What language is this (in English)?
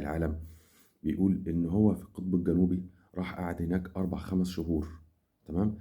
Egyptian Arabic